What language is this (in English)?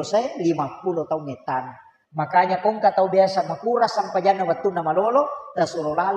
Buginese